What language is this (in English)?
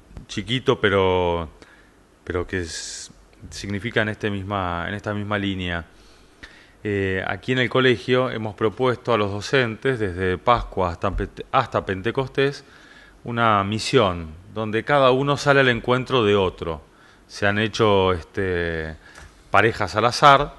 Spanish